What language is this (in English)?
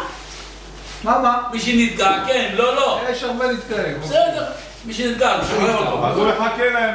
Hebrew